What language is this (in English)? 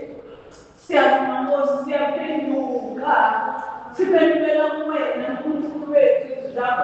Zulu